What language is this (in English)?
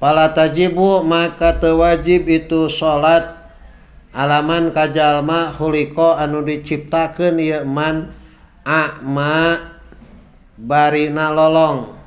Sundanese